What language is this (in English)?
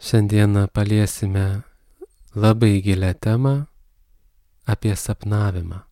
Lithuanian